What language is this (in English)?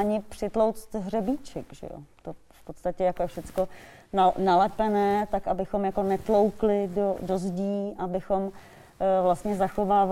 Czech